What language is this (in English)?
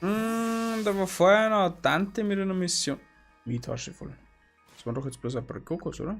Bavarian